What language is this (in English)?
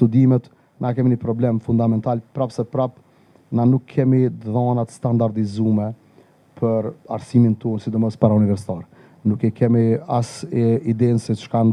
Albanian